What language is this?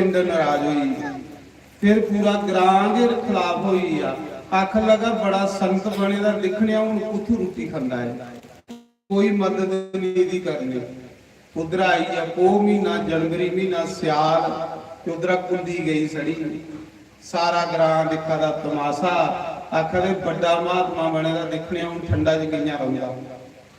Dogri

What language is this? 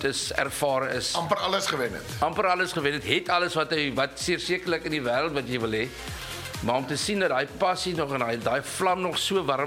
Afrikaans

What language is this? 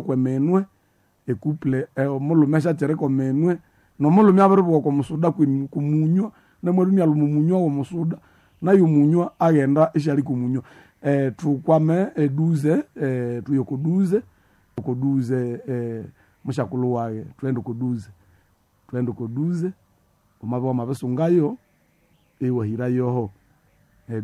Nande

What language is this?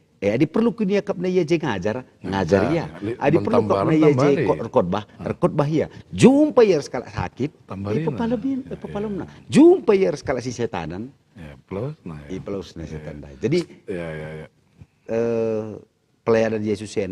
Batak Karo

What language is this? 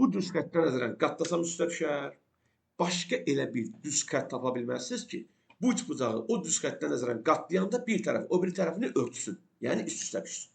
Azerbaijani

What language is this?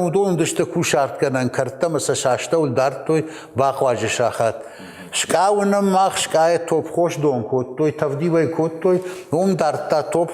Ossetic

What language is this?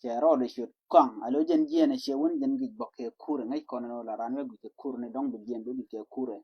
Nuer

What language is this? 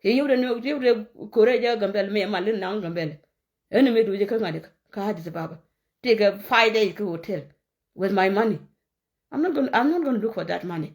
Nuer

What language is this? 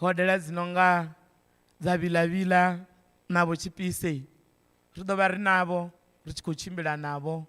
Venda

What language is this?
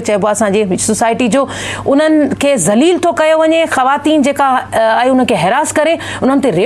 Sindhi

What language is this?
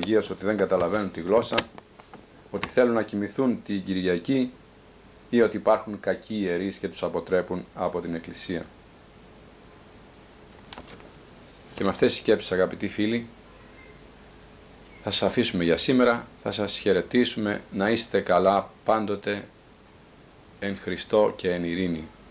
Greek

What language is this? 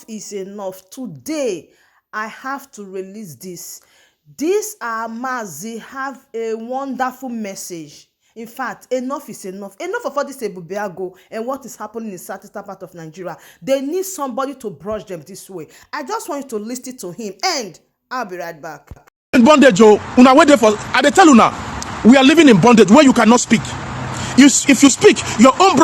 Nigerian Pidgin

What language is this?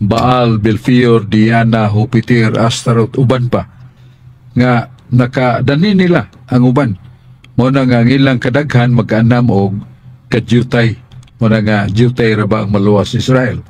Cebuano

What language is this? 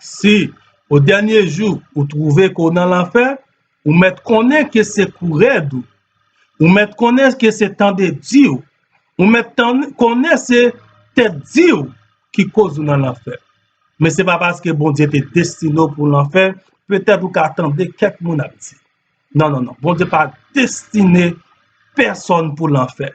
Haitian Creole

